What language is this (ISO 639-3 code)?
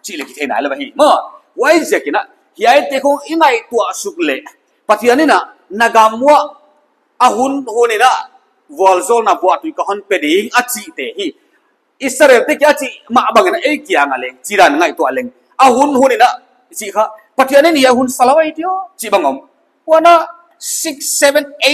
pck